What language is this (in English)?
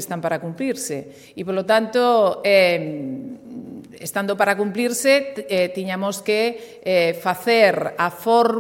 Galician